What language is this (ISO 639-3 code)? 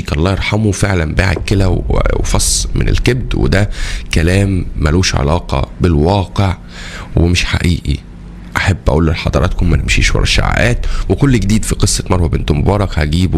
arz